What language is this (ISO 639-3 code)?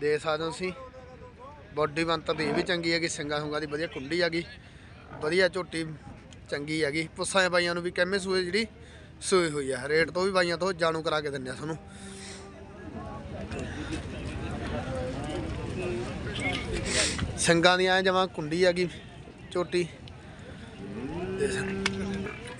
pan